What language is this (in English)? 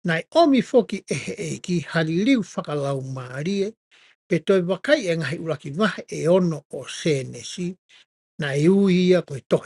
Tongan